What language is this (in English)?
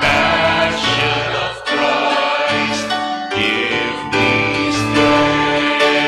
Pampanga